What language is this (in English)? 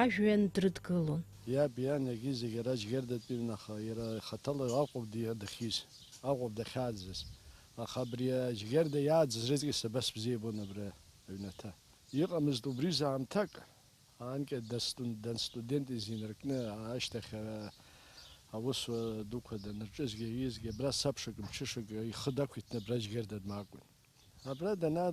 Abkhazian